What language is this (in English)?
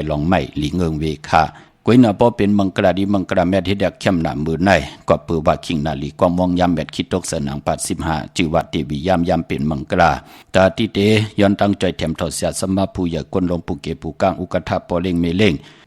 Shan